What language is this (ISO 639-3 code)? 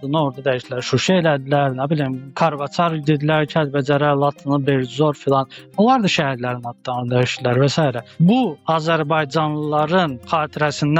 aze